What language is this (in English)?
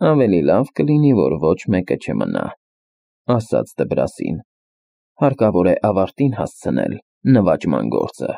Armenian